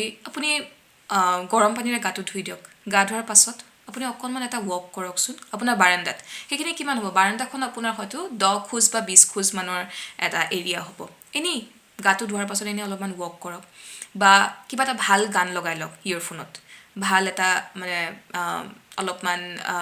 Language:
Assamese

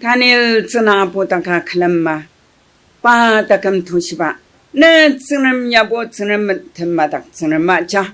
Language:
Ao Naga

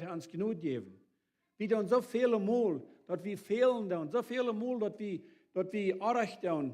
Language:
Plautdietsch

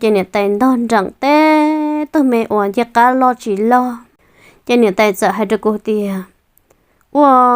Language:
Hmong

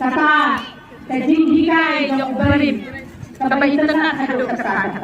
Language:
Khasi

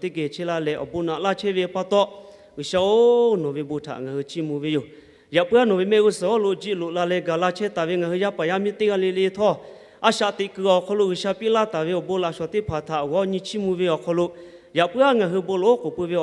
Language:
Lahu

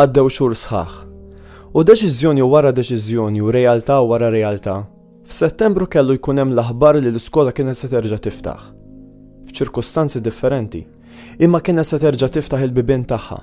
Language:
Maltese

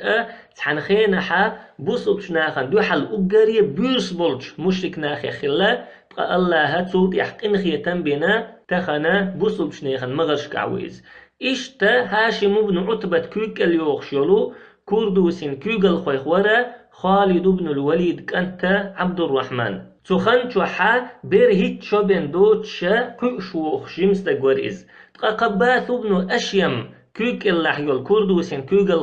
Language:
Chechen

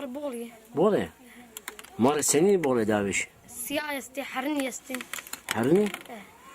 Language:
Zaza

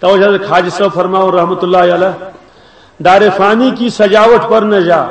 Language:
Kashmiri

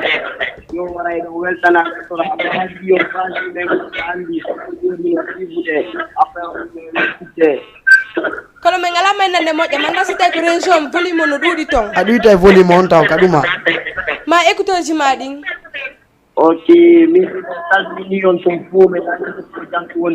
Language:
Fula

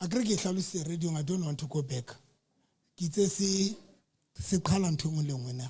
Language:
Southern Sotho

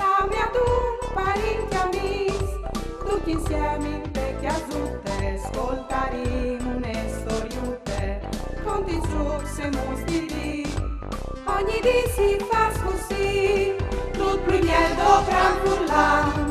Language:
Friulian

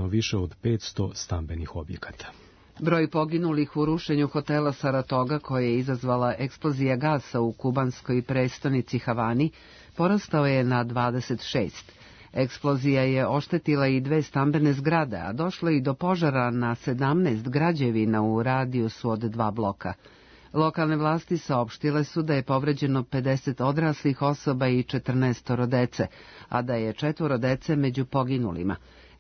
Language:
Serbian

